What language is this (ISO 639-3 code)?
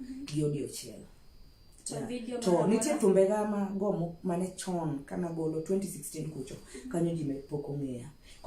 luo